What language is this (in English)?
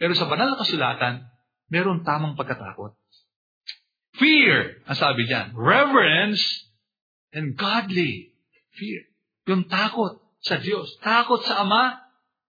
Filipino